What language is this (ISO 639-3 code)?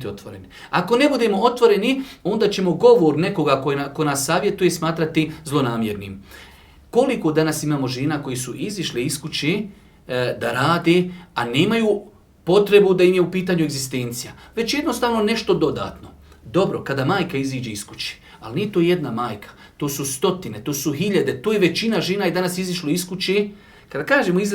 bos